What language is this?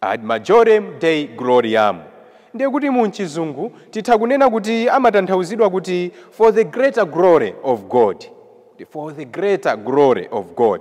Nyanja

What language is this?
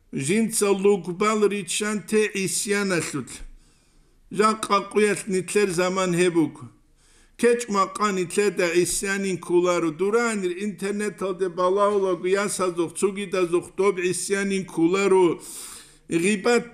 Avaric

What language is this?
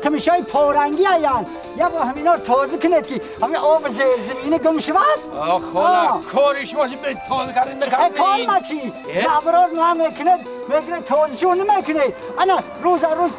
Tajik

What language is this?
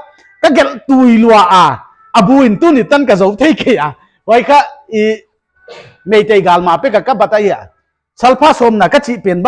Paite Chin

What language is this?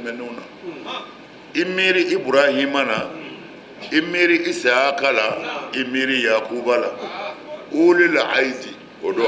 Bambara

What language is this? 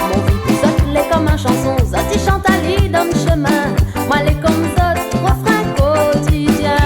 Réunion Creole French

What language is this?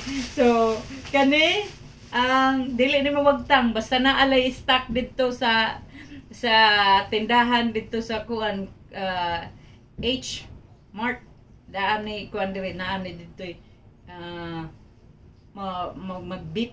Cebuano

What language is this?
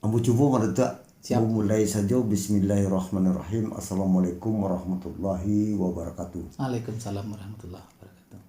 Minangkabau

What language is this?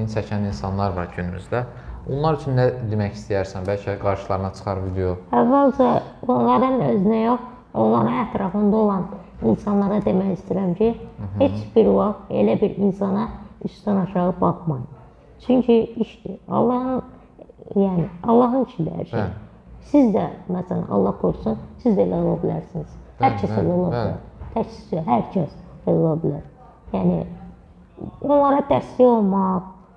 Azerbaijani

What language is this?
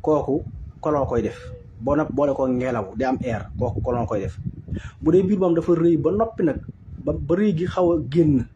Wolof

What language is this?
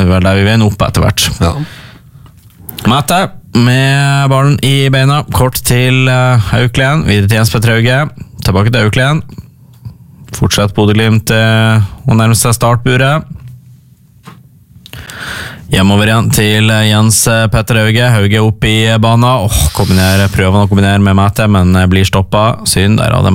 Norwegian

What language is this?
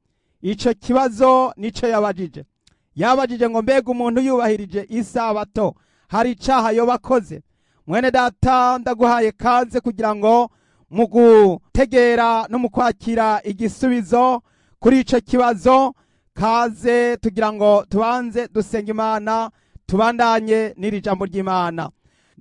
Rundi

